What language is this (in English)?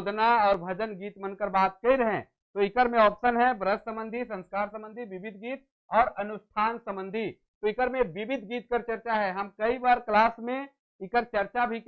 Sadri